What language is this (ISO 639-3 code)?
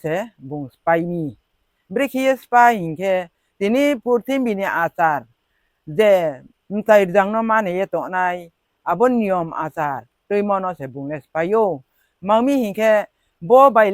ria